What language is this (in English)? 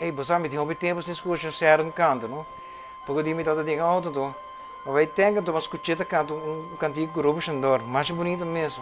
Papiamento